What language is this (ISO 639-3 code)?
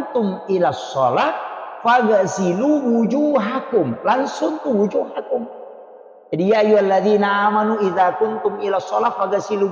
bug